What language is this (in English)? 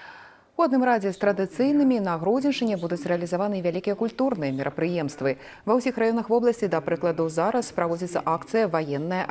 Belarusian